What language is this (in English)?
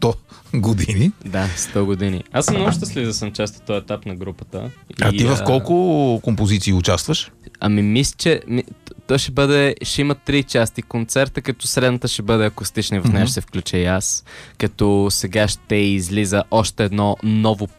Bulgarian